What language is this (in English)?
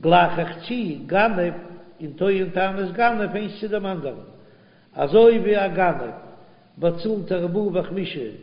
Yiddish